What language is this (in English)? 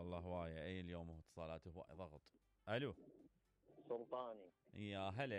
Mesopotamian Arabic